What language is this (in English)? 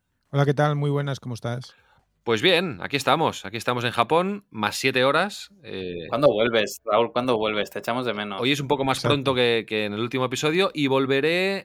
Spanish